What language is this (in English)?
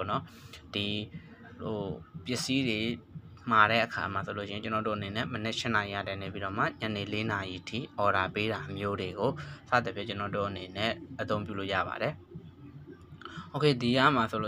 Burmese